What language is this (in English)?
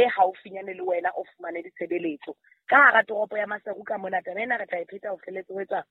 Southern Sotho